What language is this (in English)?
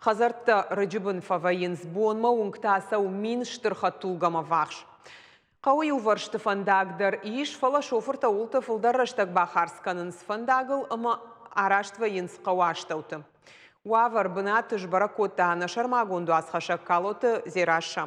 Ossetic